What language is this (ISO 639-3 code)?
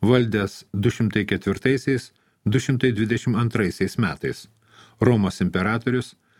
lit